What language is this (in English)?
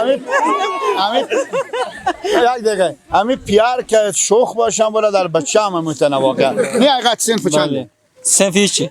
Persian